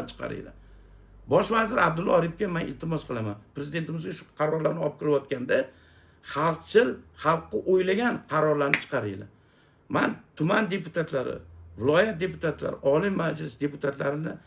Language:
Uzbek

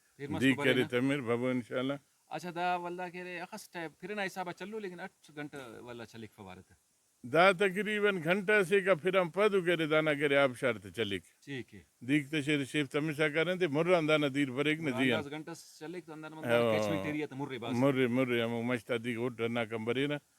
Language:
Brahui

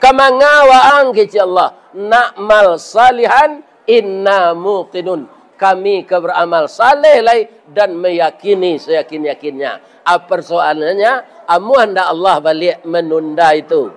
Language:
Minangkabau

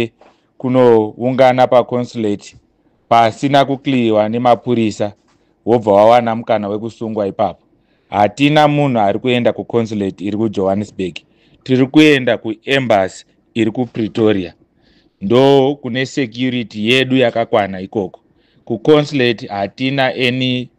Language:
Shona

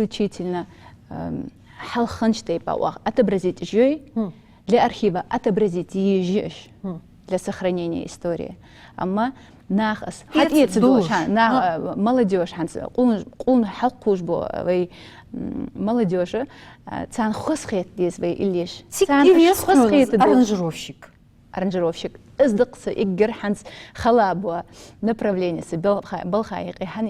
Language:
Ingush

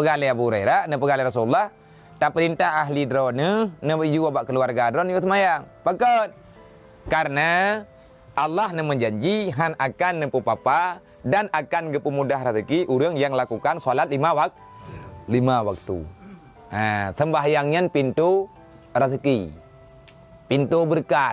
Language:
Achinese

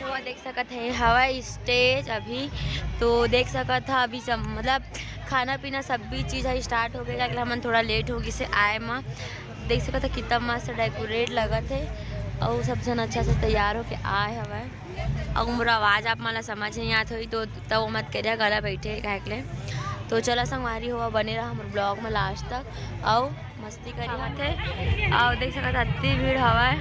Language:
Chhattisgarhi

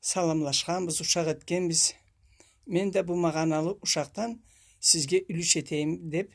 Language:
Karachay-Balkar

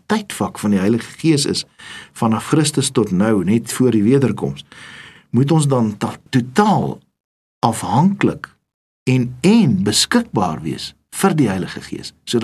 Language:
Afrikaans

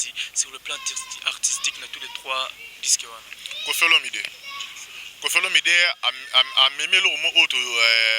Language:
Lingala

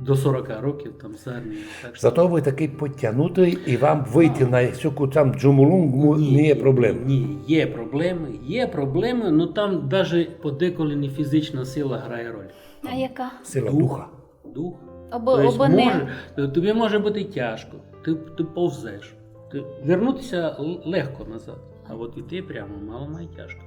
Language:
Rusyn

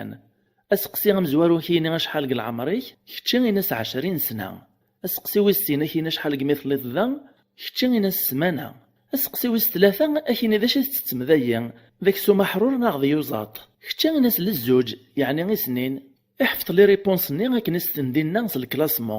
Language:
Kabyle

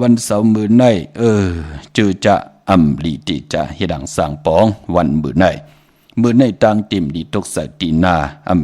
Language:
Shan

